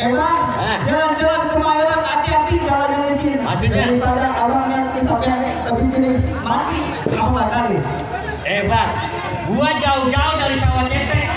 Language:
Betawi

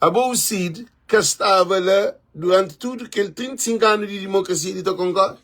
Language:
Kabuverdianu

